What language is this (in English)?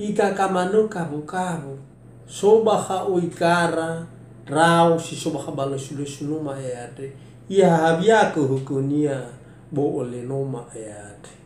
Nias